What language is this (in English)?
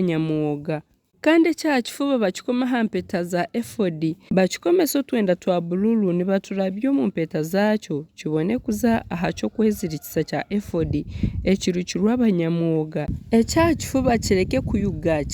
Nyankole